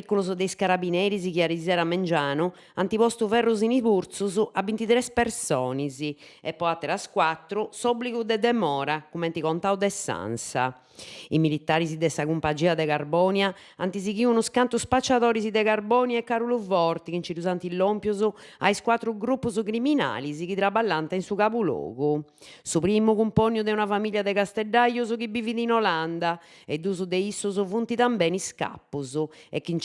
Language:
Sardinian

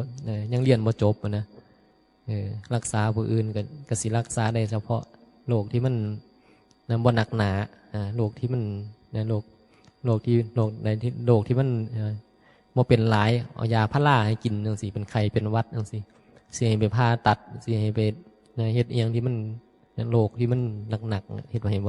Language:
Northeastern Thai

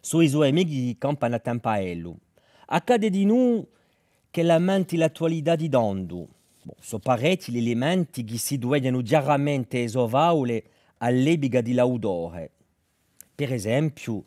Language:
Corsican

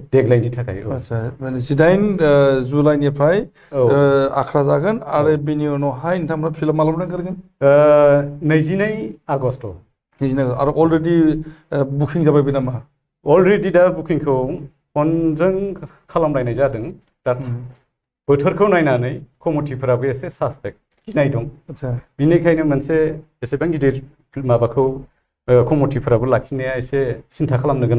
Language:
Bodo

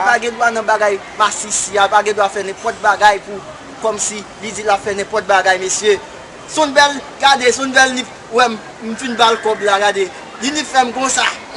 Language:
Haitian Creole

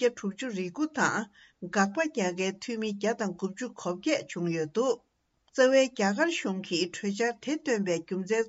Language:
Tibetan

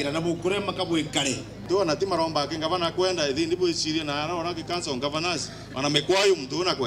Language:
Meru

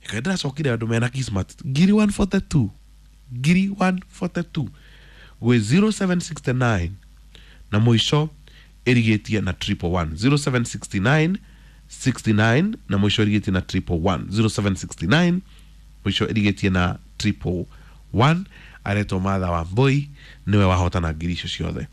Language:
Kikuyu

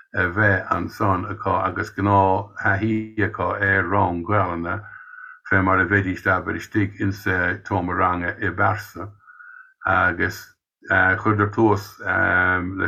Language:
Irish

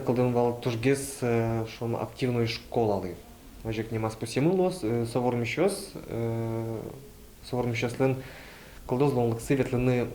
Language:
Udmurt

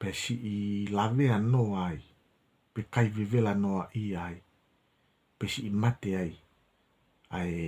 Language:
Tongan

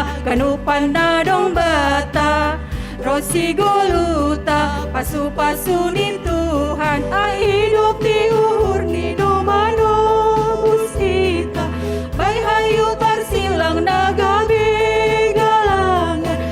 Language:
Batak Simalungun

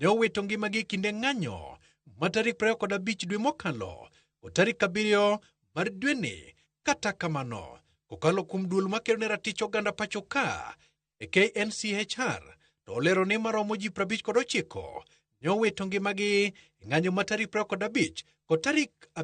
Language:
Luo (Kenya and Tanzania)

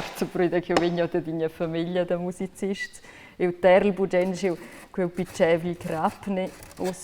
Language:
Romansh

